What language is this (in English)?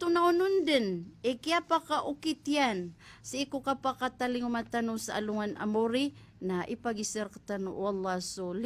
Maranao